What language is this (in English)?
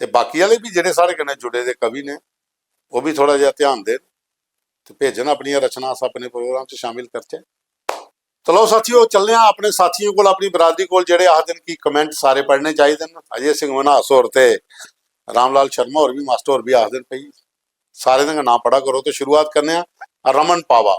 Dogri